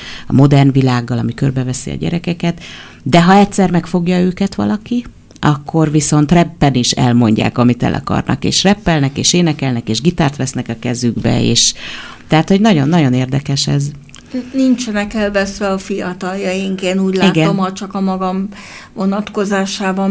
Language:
Hungarian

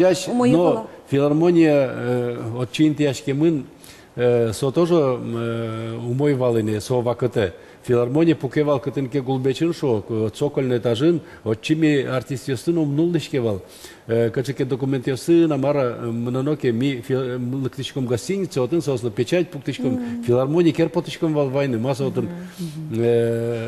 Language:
Udmurt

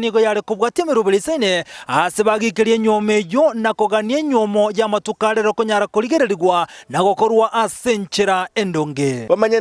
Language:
Gusii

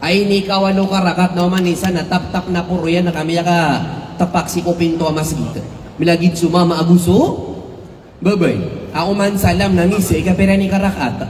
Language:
Maranao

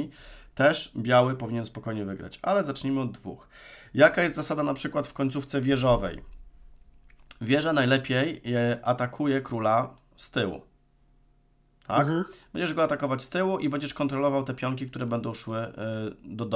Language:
Polish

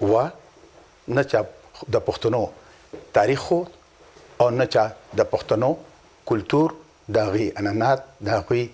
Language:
Pashto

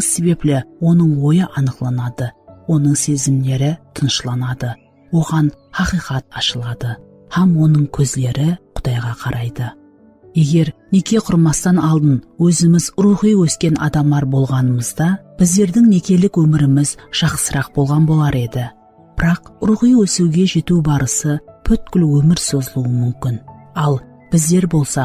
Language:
Kara-Kalpak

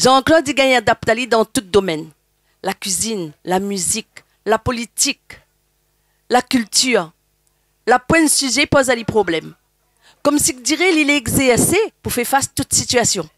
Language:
Réunion Creole French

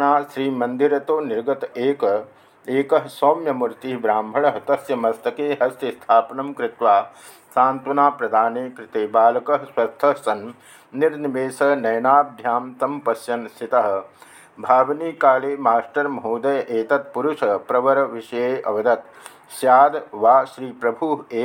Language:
Sanskrit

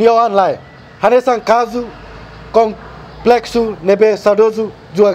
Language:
Tetum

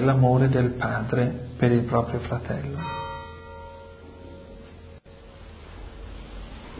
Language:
Italian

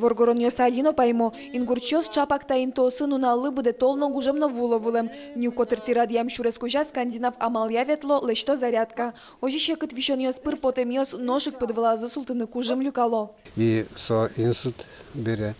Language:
Udmurt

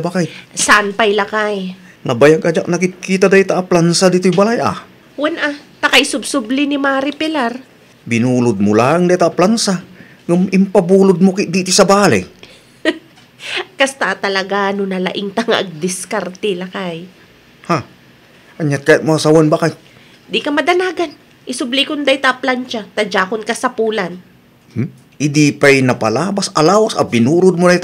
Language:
Iloko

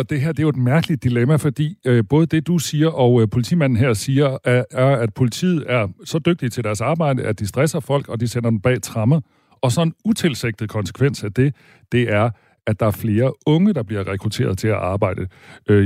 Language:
Danish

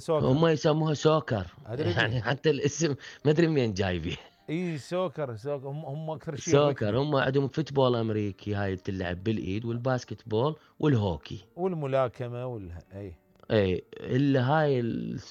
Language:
Mesopotamian Arabic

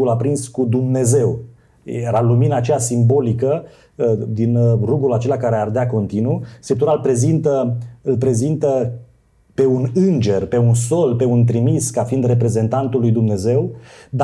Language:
Romanian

